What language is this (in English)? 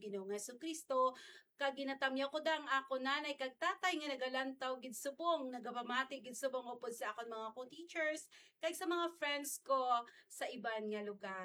Hiligaynon